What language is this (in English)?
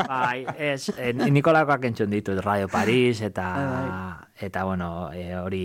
Basque